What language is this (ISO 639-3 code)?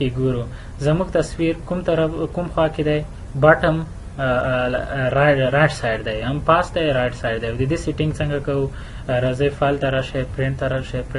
pus